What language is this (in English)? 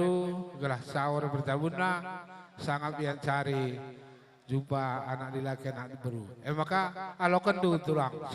Batak Karo